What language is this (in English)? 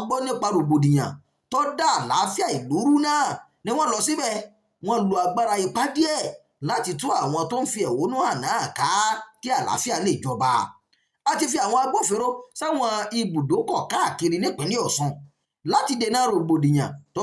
Yoruba